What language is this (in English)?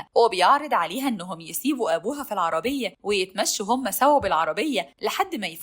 Egyptian Arabic